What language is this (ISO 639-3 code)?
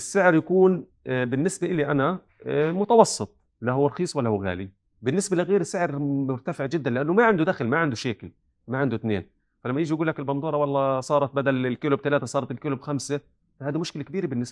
apc